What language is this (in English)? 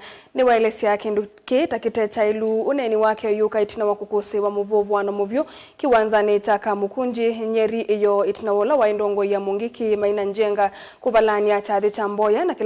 Kamba